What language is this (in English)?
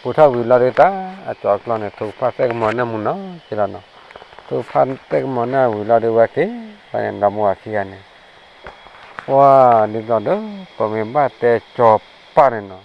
S'gaw Karen